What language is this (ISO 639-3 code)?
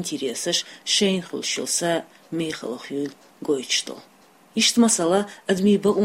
che